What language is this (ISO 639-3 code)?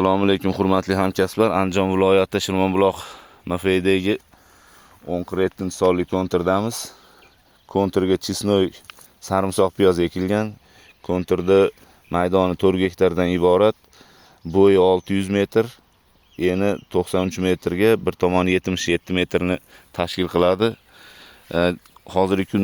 uzb